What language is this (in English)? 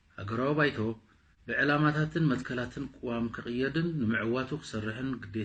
Tigrinya